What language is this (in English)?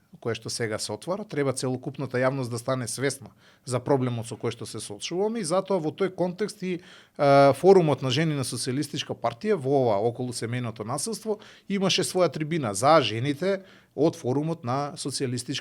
Macedonian